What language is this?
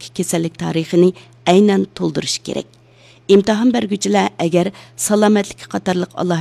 Uyghur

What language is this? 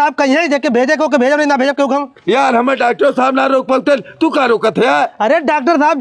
Bhojpuri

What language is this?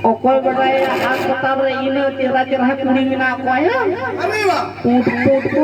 Santali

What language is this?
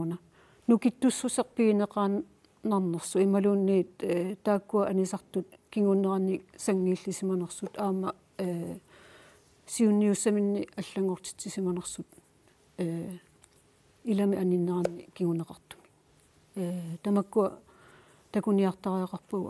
Kalaallisut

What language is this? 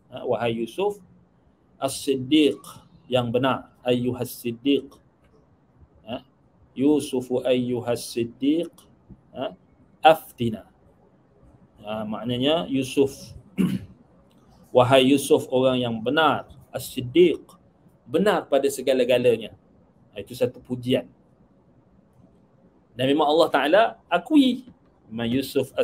Malay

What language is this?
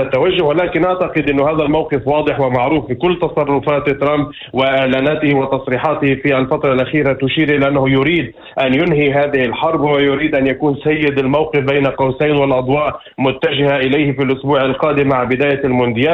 Arabic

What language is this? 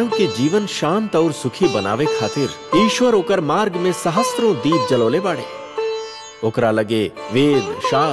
Bhojpuri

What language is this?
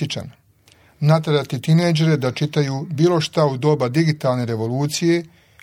Serbian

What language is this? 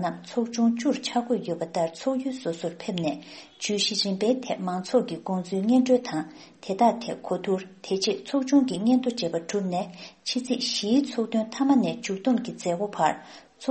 Tibetan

